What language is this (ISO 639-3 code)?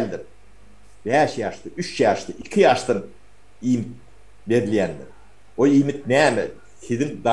tuk